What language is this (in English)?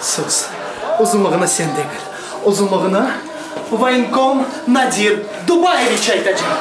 Crimean Tatar